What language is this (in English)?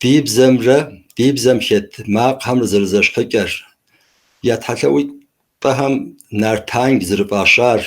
Kabardian